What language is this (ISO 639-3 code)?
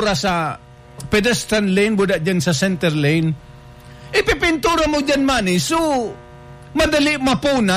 bik